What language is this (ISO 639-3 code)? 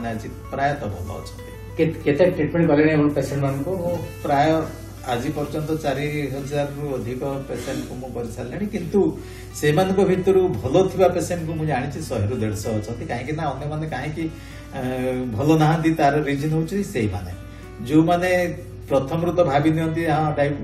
ori